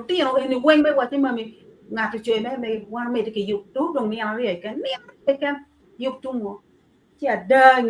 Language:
Acoli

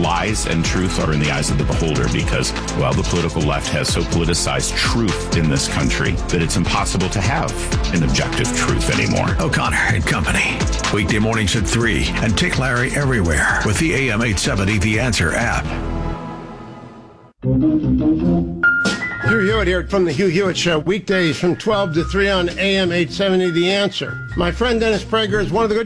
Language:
English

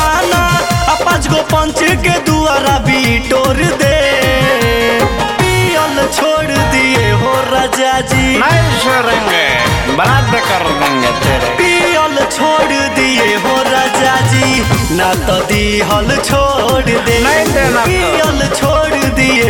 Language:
Bhojpuri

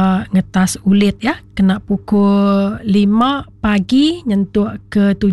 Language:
Iban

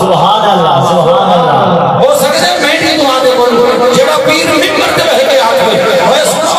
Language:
Saraiki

